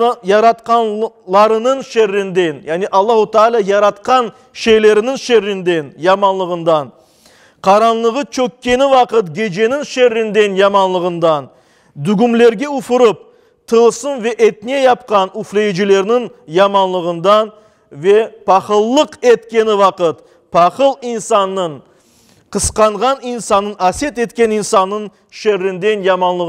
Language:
Crimean Tatar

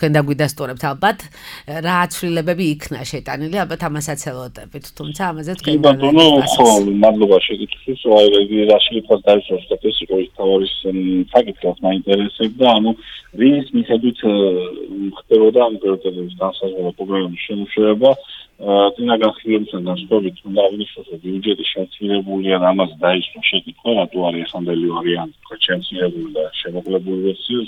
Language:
Georgian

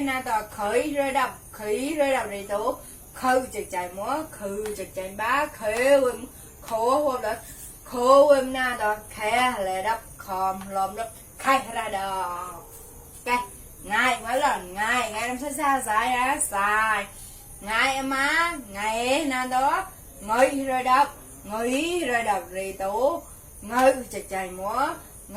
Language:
Mon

